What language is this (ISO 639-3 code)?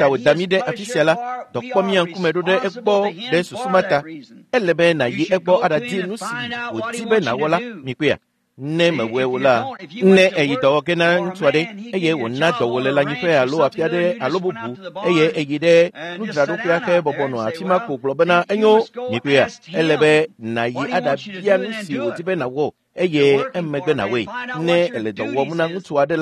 ewe